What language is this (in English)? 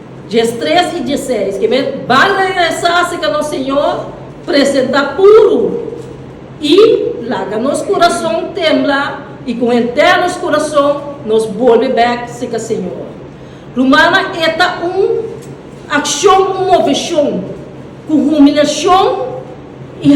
Papiamento